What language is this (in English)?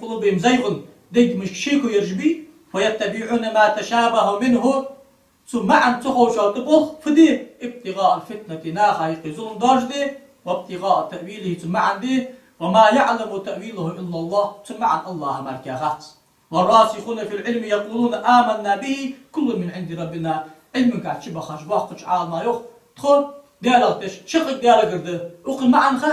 Ingush